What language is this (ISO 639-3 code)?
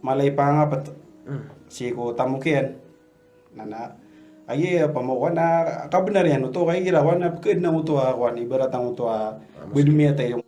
mrw